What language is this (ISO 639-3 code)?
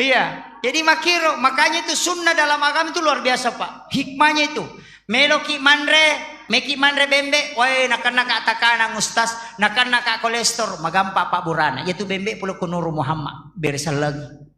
bug